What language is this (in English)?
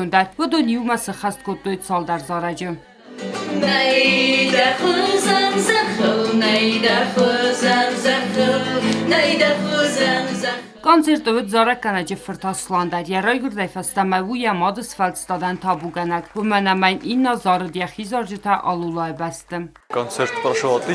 Ossetic